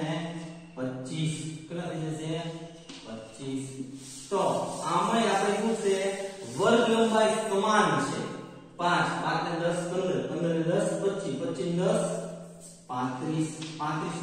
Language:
Gujarati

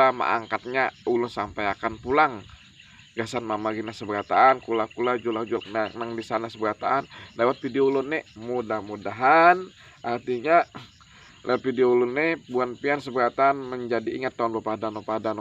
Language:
Banjar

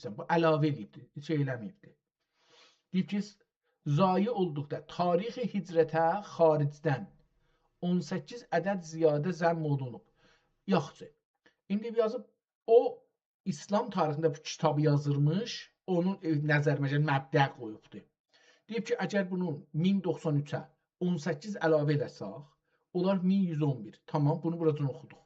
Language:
South Azerbaijani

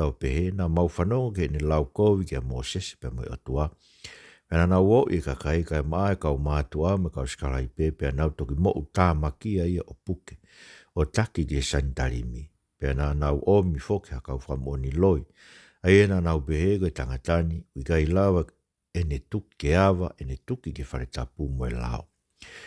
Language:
Tongan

